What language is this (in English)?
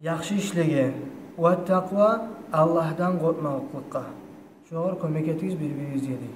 Kumyk